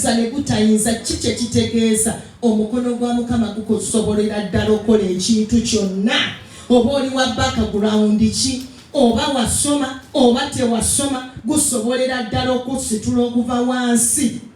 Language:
Ganda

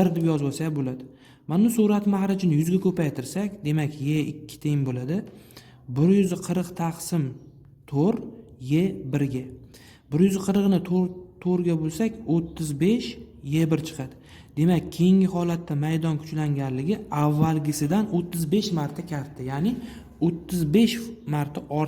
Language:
Uzbek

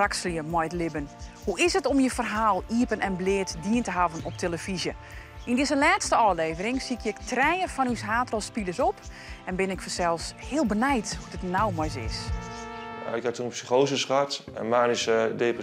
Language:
Western Frisian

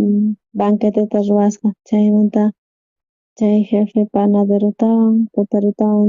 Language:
South Bolivian Quechua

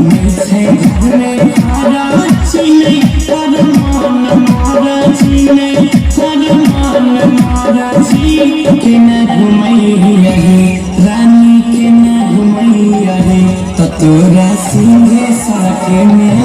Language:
Maithili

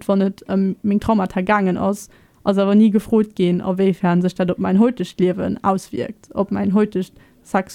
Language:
Luxembourgish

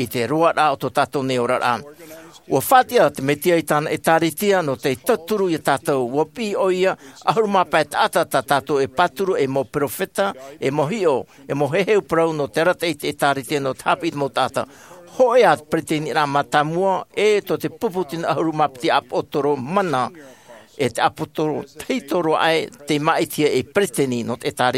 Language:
Tahitian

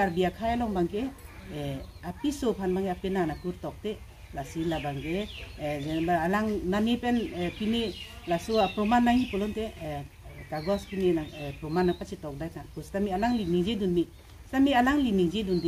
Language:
Karbi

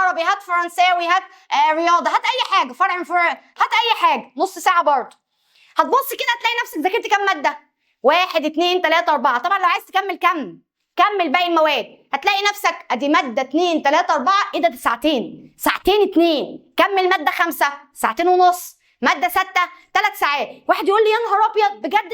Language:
Egyptian Arabic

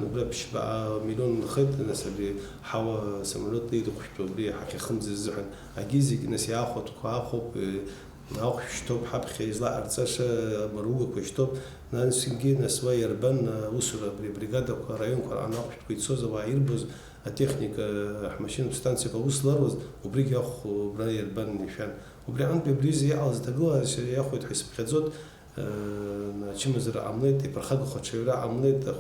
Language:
Abkhazian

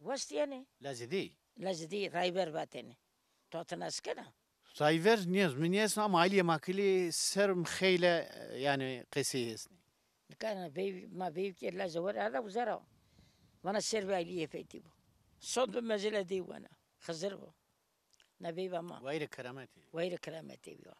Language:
Zaza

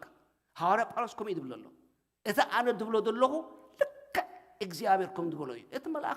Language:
Tigrinya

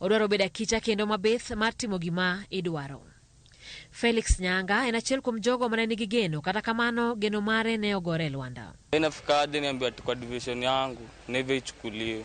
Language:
Luo (Kenya and Tanzania)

